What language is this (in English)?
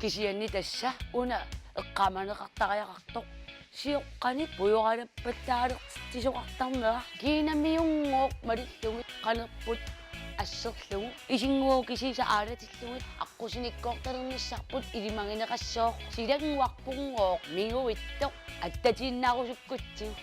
Kalaallisut